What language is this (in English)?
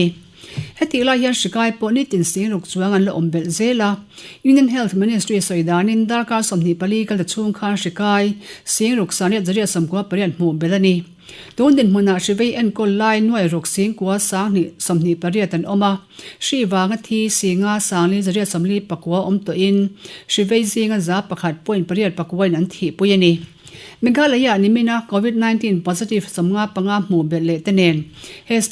Mizo